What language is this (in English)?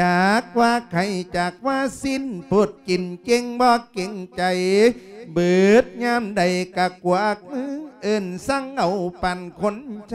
Lao